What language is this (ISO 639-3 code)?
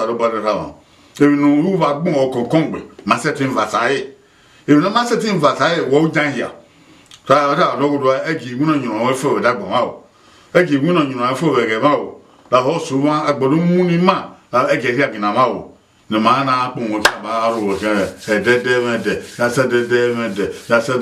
bin